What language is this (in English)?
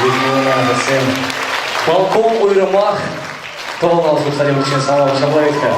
Chuvash